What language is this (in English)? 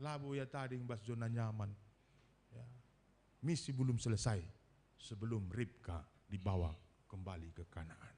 Batak Karo